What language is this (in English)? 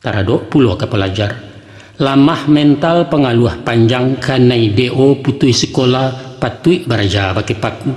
Minangkabau